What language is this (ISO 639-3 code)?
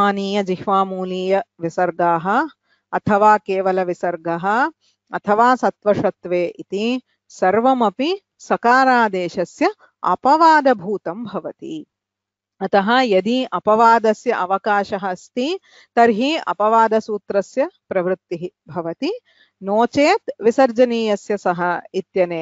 san